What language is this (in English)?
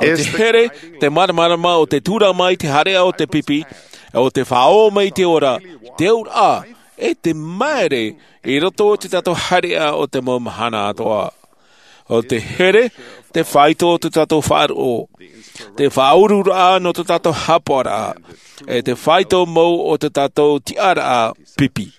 Tahitian